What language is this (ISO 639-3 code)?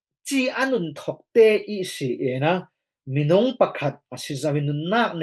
cfm